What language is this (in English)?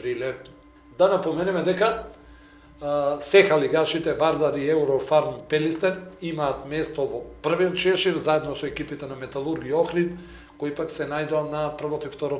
Macedonian